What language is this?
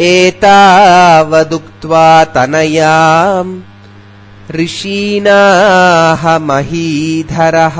Sanskrit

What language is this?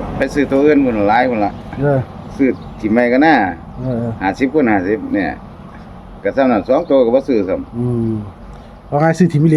Northeastern Thai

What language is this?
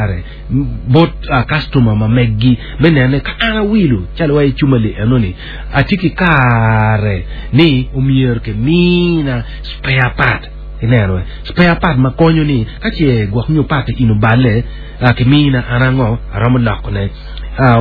Acoli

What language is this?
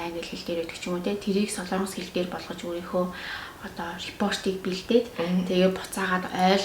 Mongolian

